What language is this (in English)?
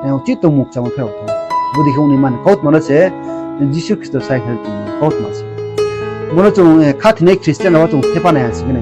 Riang (India)